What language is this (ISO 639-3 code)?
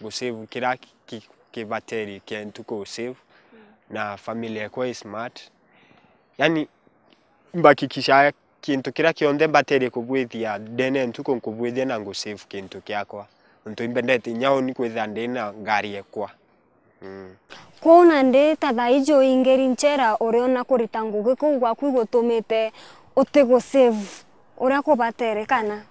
mer